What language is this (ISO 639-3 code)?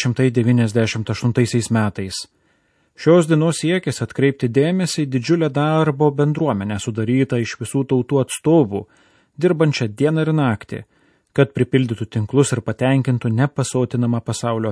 lit